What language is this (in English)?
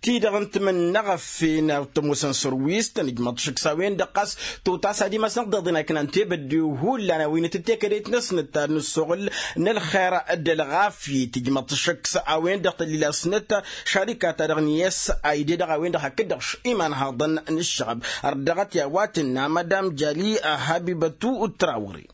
Tamasheq